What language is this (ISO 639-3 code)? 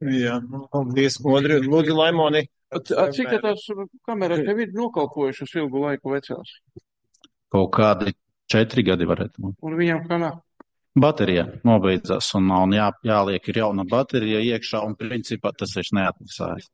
lav